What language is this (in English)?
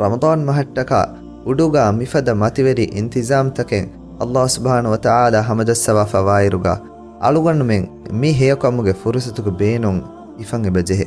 Divehi